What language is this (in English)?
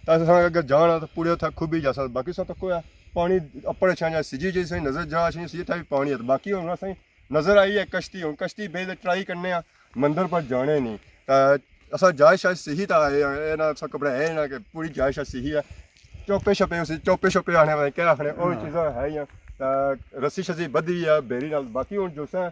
Pahari-Potwari